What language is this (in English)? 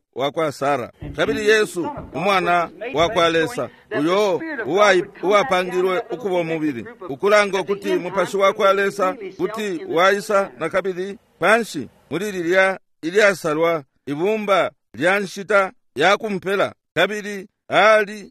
Bemba